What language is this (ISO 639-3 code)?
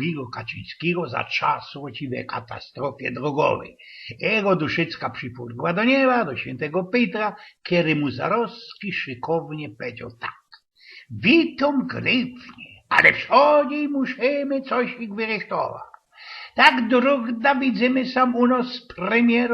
szl